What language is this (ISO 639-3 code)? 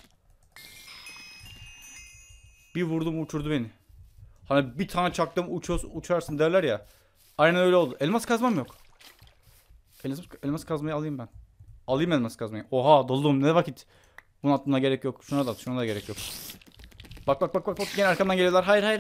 tur